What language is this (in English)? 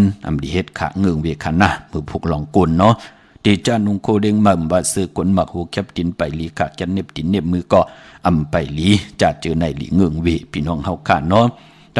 Shan